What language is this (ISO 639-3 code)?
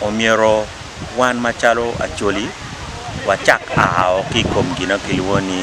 ach